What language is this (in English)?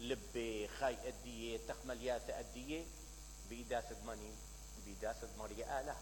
Mesopotamian Arabic